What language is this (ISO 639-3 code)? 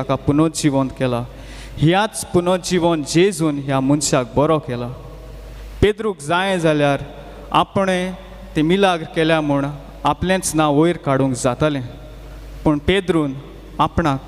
kok